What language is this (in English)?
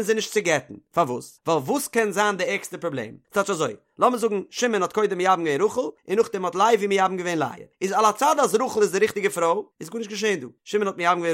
Yiddish